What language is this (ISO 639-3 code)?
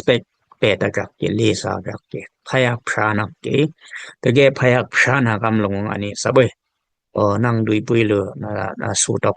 dis